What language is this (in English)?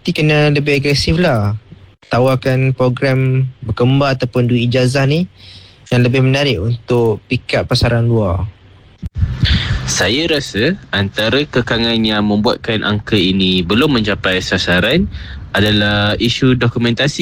Malay